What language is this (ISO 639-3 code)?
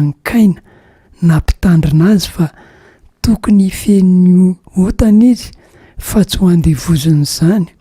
mlg